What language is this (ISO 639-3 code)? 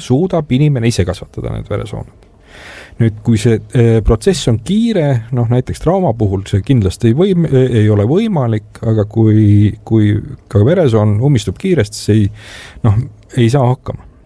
est